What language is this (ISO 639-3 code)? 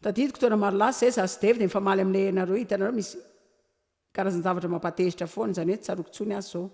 mlg